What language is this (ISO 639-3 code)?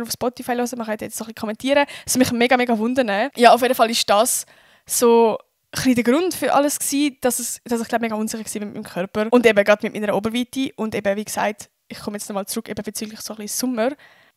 gsw